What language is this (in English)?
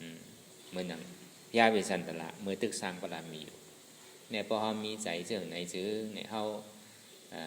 Shan